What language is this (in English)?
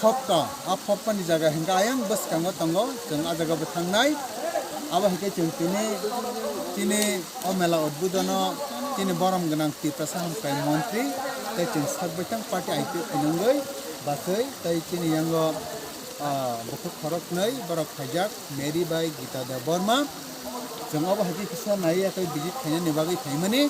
Kok Borok